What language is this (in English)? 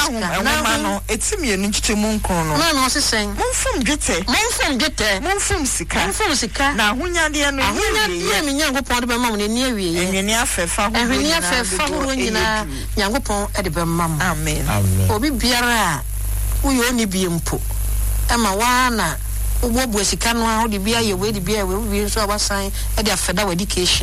Akan